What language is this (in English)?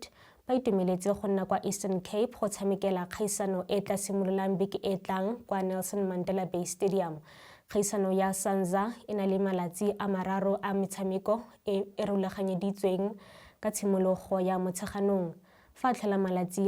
Tswana